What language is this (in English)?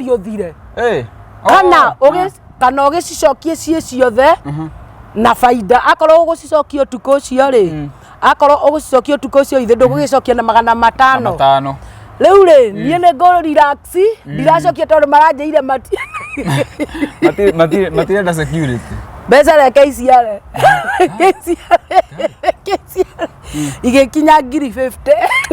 Kikuyu